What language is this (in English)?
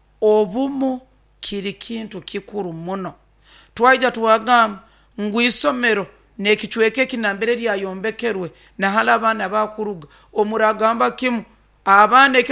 Nyoro